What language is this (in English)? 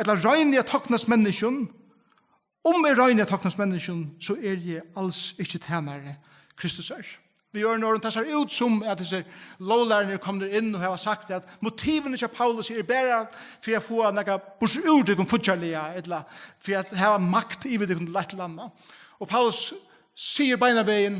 Faroese